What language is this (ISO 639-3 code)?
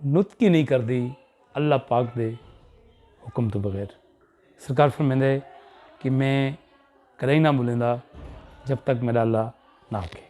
skr